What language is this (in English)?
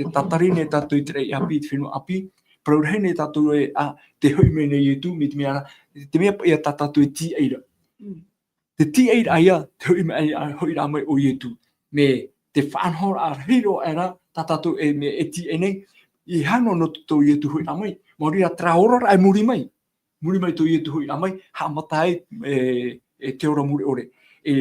Tahitian